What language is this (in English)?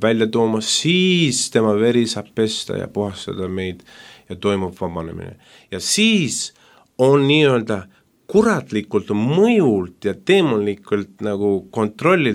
Estonian